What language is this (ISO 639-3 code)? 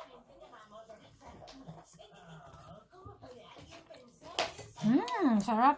fil